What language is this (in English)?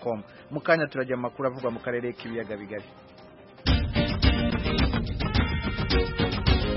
Kinyarwanda